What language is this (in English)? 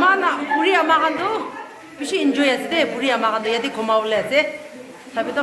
Naga Pidgin